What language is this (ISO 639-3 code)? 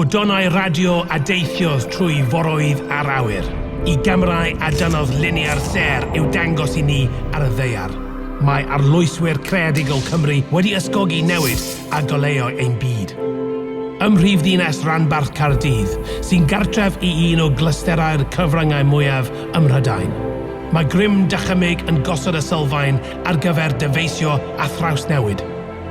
cym